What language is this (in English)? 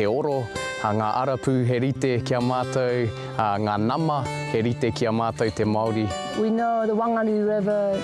Māori